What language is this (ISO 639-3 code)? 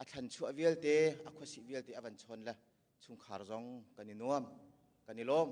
cnh